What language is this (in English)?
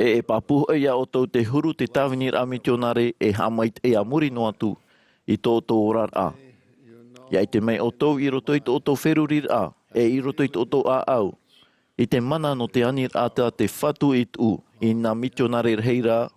Tahitian